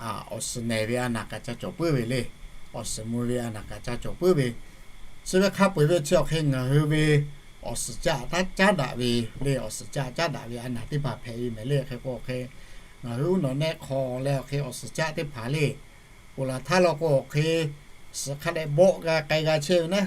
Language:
Lahu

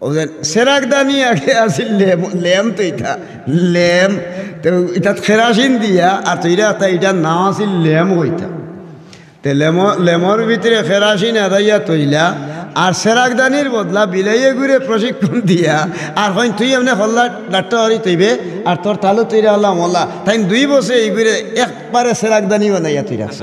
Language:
Sylheti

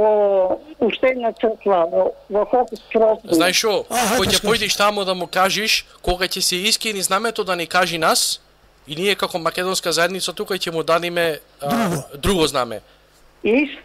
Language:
Macedonian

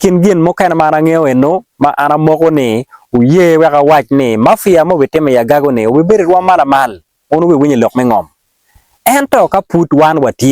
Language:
Acoli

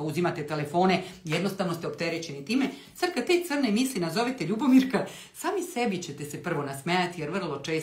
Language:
Serbian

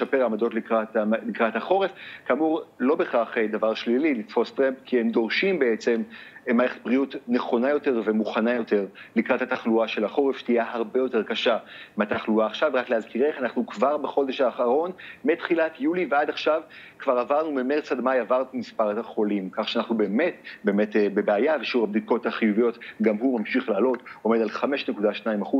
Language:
Hebrew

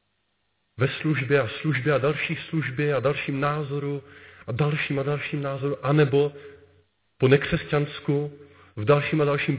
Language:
Czech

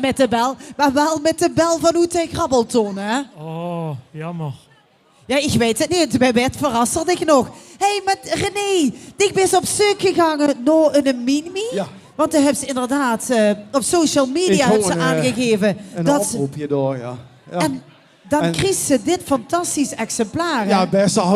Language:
Limburgish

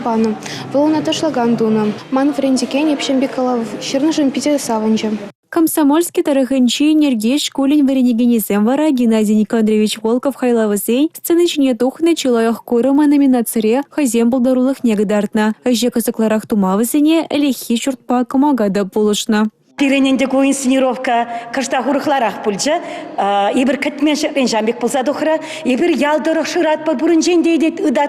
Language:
Chuvash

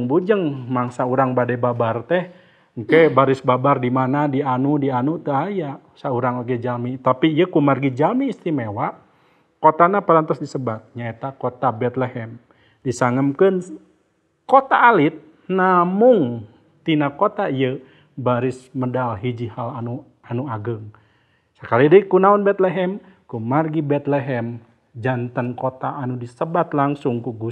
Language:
Sundanese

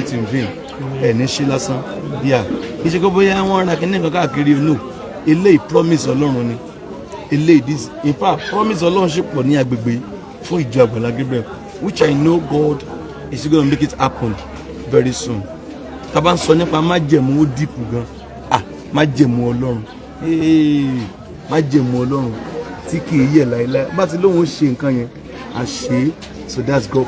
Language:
Yoruba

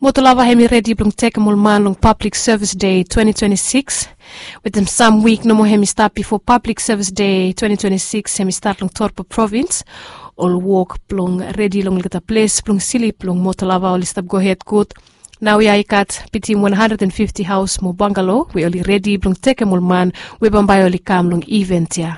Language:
Bislama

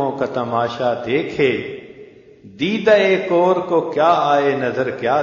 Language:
Urdu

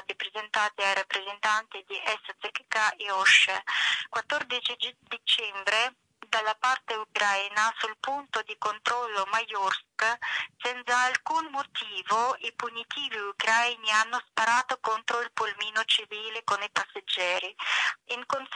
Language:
Italian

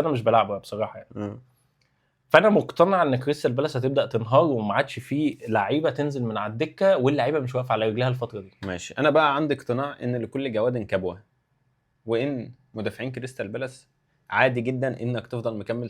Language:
Egyptian Arabic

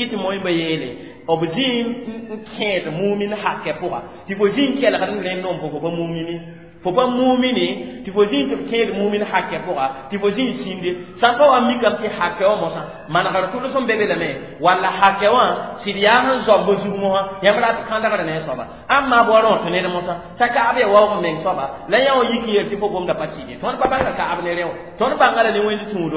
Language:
Mossi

